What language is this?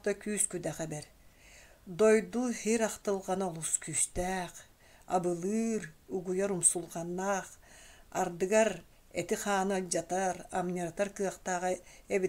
Yakut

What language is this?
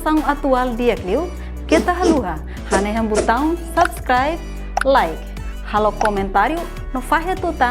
Tetum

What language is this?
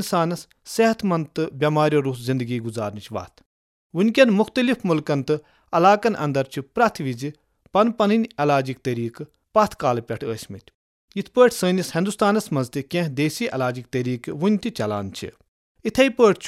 Kashmiri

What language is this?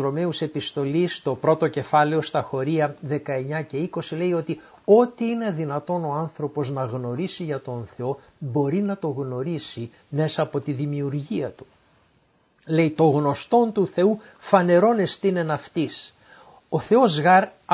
Greek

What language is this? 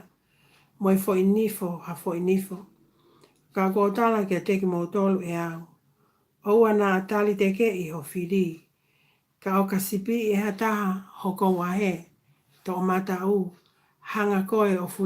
Tongan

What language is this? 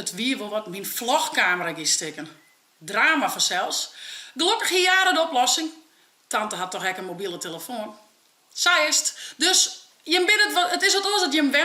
Western Frisian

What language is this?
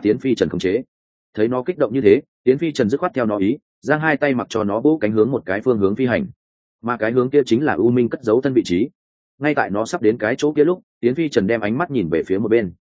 Vietnamese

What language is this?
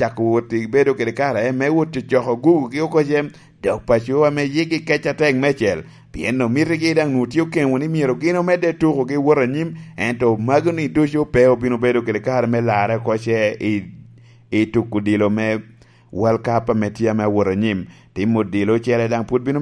Lango (Uganda)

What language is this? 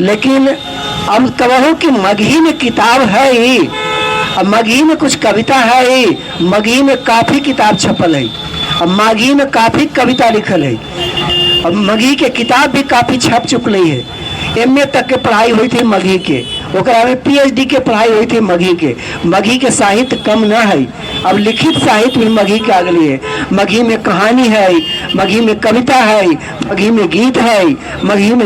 Magahi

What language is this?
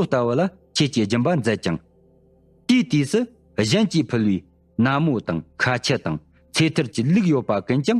Tibetan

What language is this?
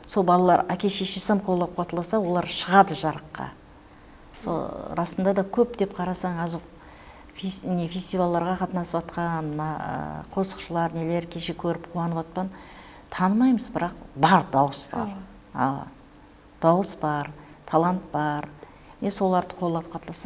Kara-Kalpak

